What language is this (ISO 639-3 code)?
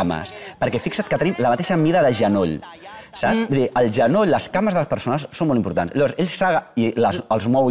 cat